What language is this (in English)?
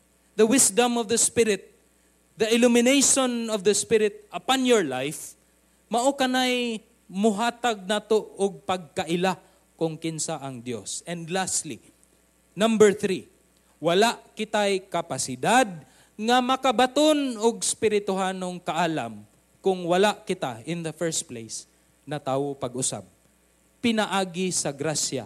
Cebuano